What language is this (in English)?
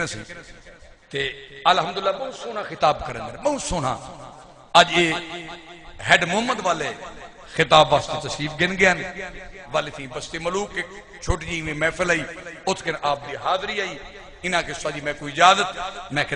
Saraiki